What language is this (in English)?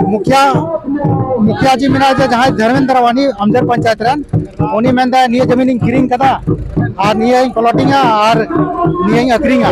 Santali